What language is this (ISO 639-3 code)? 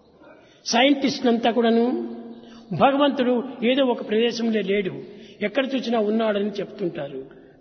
tel